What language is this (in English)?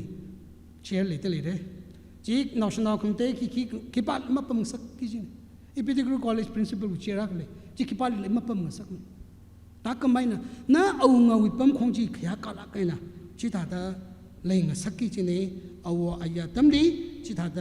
Tangkhul Naga (India)